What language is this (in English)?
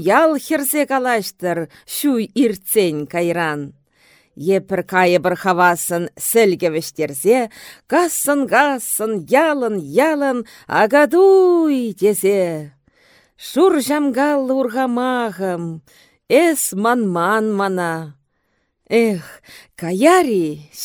Chuvash